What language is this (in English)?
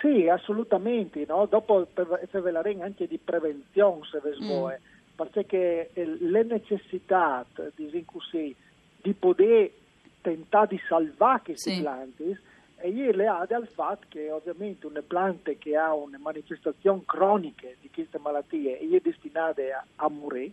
Friulian